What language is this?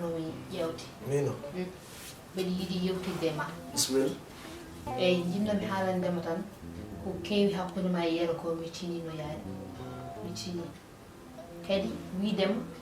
Fula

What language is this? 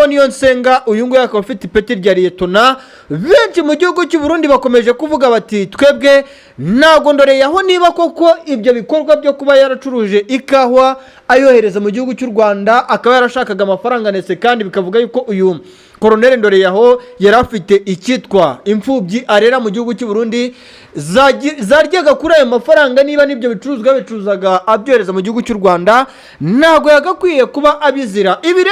Kinyarwanda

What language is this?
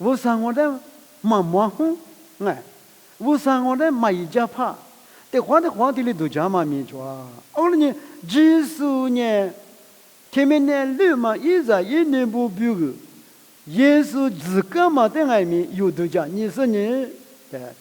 Lisu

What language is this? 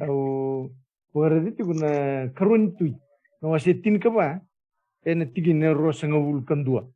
Fijian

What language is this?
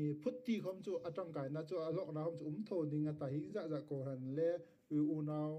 Hmar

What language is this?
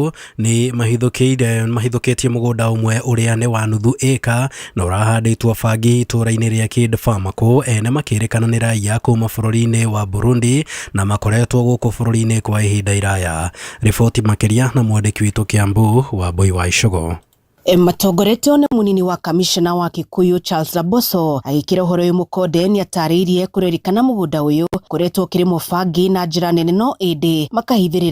Kikuyu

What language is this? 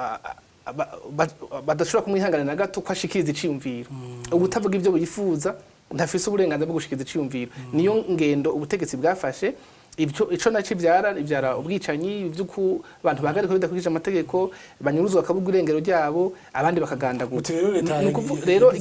Rundi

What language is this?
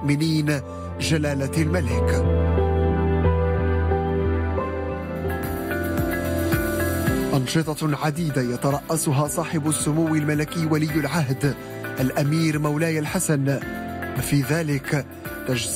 Arabic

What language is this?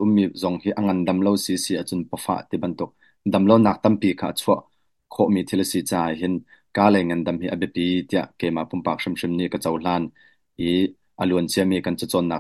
Hakha Chin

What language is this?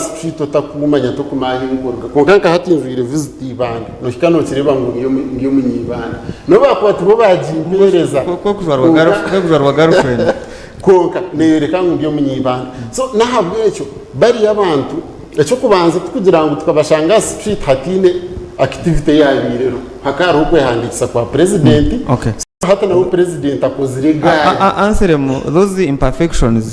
Nyankole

